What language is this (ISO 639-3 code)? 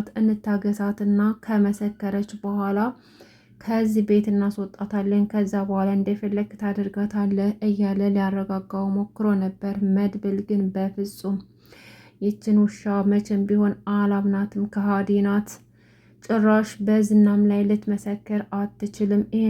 amh